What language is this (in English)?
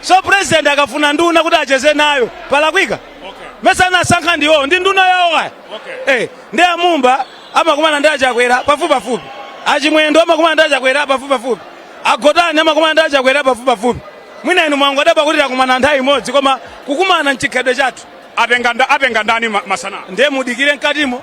Nyanja